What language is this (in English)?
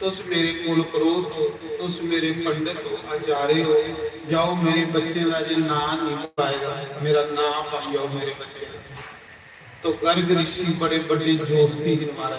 Dogri